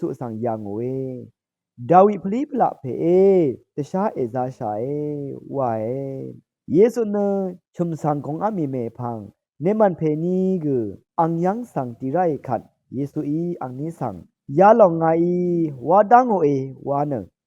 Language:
Rawang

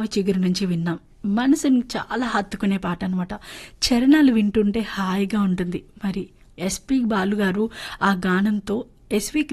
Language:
Telugu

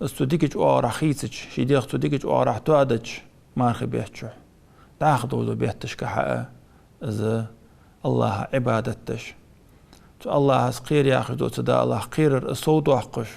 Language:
Ingush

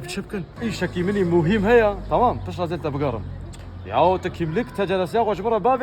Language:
Kurdish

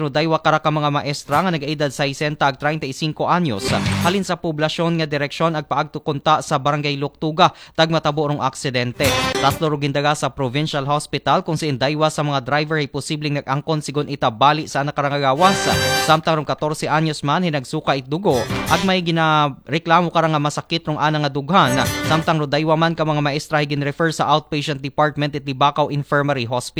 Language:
Aklanon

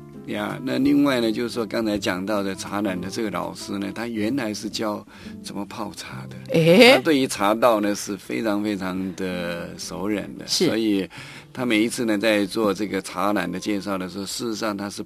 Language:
Chinese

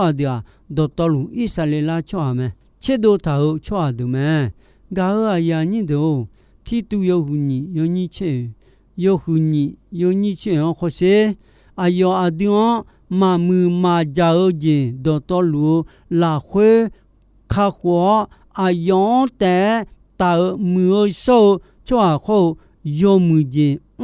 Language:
Akha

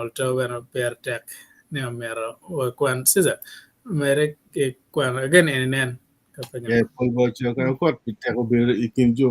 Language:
Acoli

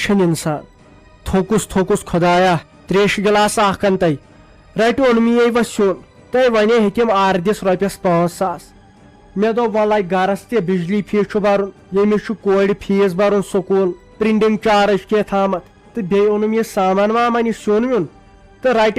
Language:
Kashmiri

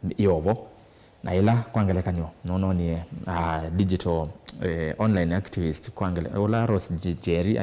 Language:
Kamba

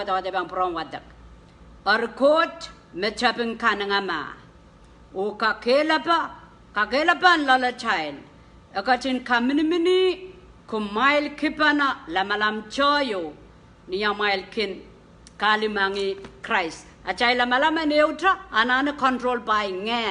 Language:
Pohnpeian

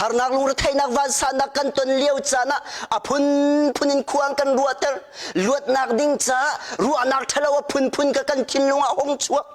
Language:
Hakha Chin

